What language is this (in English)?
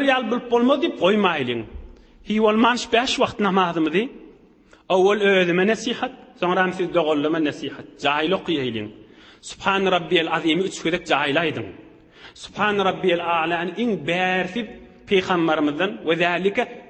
Turkmen